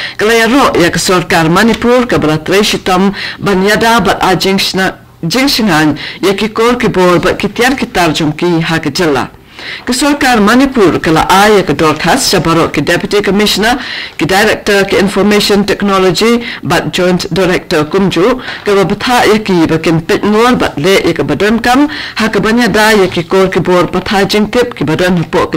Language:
Khasi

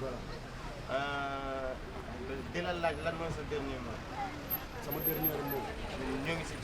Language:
Wolof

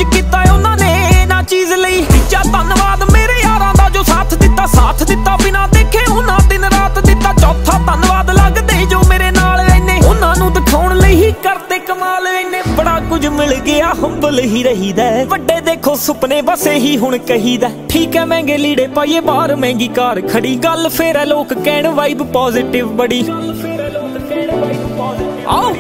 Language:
Punjabi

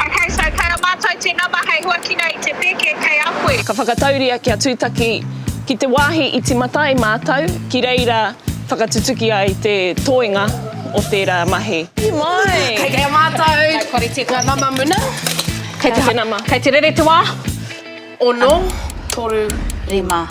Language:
Māori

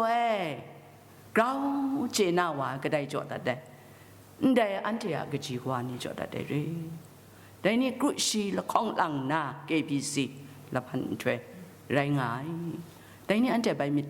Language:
Kachin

